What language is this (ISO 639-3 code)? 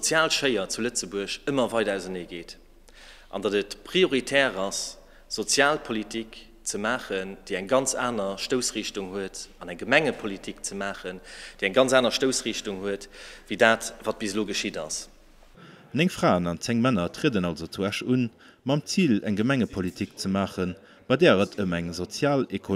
ltz